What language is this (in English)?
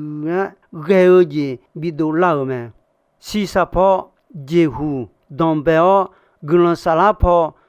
Akha